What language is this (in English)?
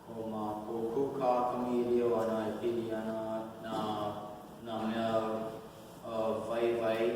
Hawaiian